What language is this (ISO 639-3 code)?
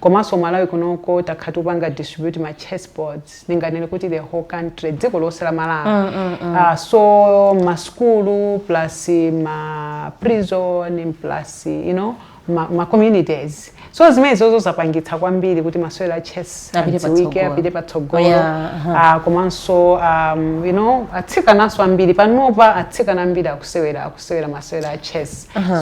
nya